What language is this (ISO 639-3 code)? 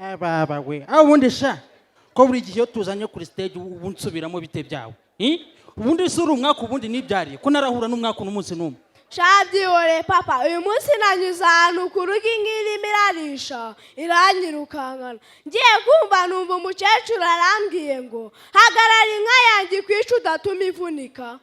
kin